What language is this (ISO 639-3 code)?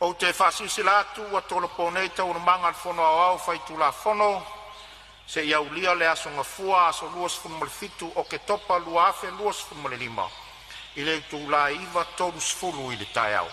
smo